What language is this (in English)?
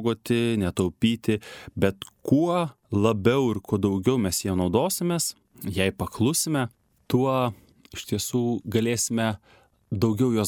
Lithuanian